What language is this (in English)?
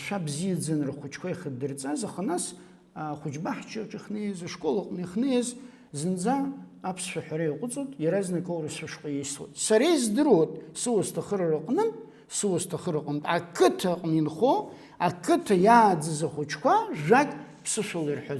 Abkhazian